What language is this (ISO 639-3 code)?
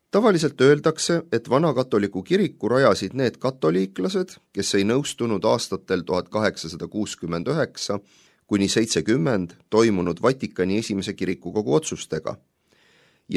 est